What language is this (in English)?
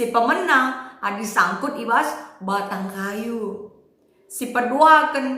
Batak Karo